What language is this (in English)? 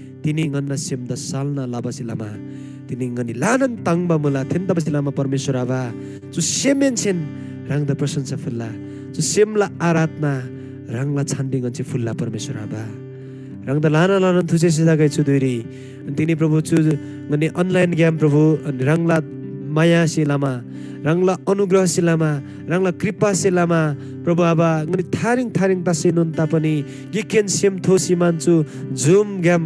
Eastern Tamang